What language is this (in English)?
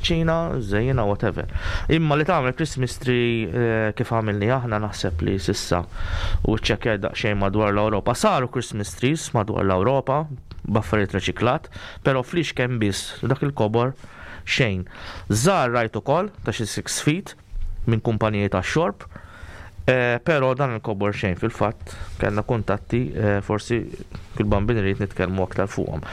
Maltese